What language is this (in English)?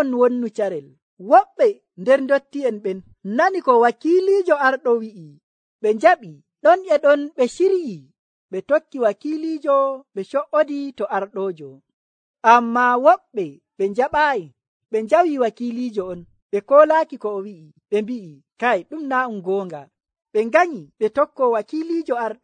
Nigerian Fulfulde